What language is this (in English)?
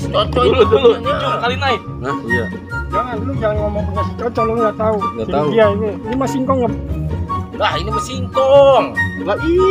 Betawi